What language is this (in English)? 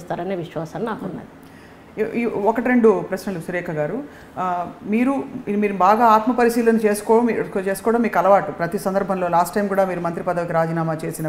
Telugu